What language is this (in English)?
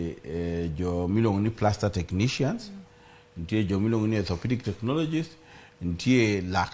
Luo (Kenya and Tanzania)